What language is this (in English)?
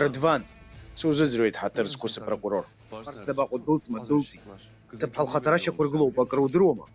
Abkhazian